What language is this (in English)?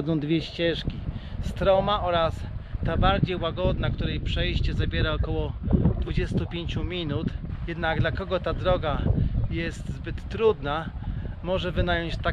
Polish